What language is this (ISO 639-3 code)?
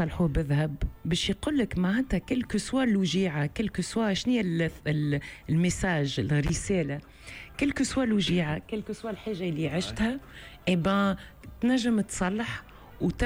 aeb